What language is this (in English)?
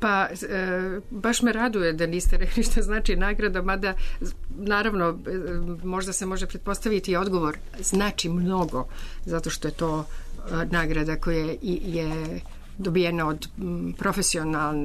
Serbian